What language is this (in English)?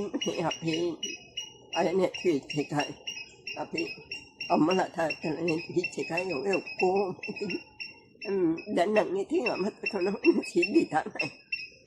Sinhala